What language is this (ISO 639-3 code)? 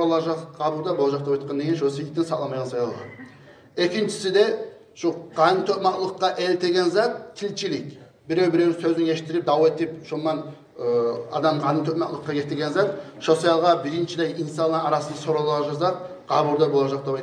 kum